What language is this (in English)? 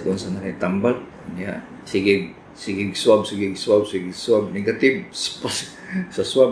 Cebuano